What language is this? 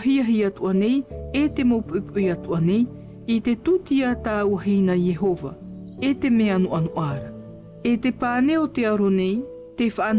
Tahitian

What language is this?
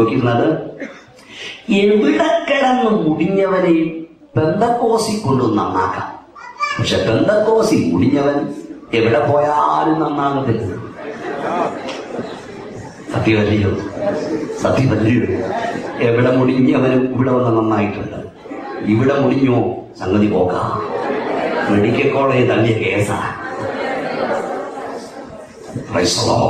Malayalam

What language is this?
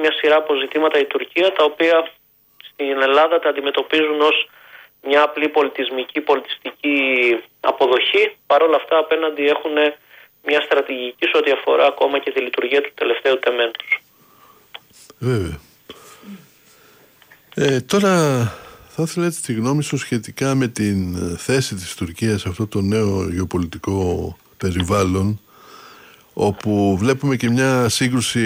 Greek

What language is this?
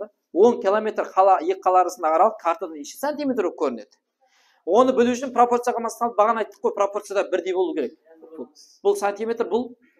Kara-Kalpak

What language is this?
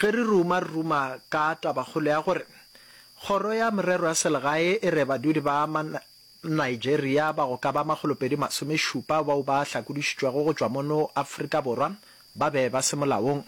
Northern Sotho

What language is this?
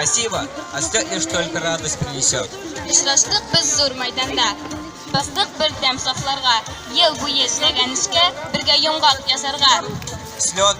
Tatar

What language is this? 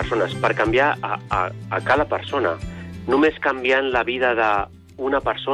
Catalan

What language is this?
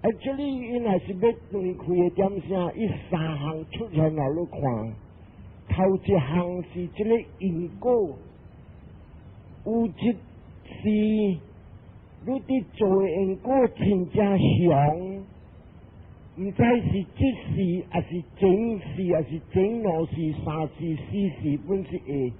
Min Nan Chinese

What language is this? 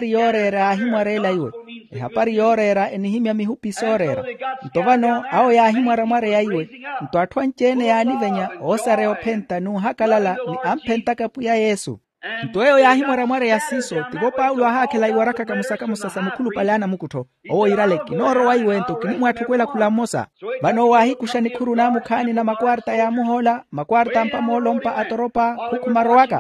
Makhuwa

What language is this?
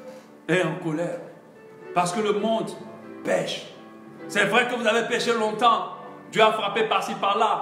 French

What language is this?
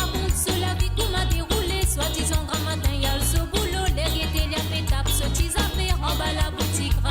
Morisyen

